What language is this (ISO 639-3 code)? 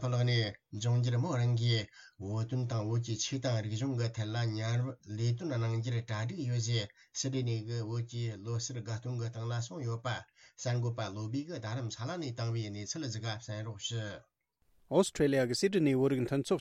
bod